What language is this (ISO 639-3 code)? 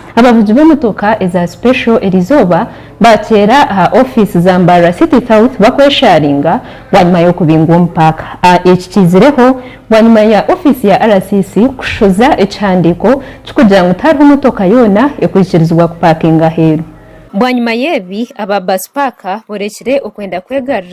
nyn